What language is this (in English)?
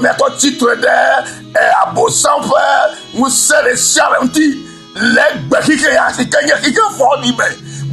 Ewe